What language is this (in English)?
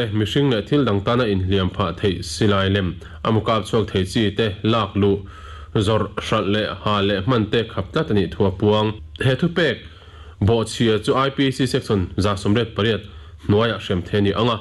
Mizo